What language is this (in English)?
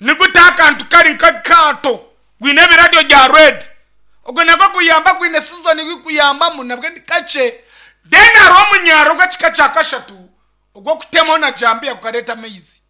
Nyankole